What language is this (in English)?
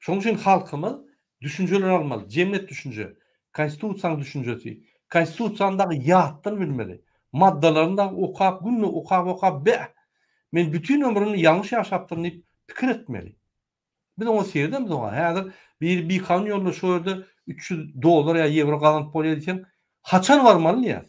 Turkmen